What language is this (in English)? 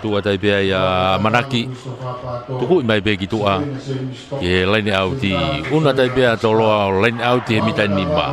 Tongan